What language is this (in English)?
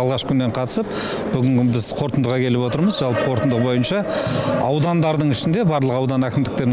Kazakh